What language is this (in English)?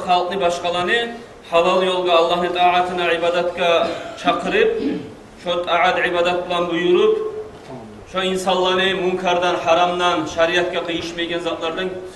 Kumyk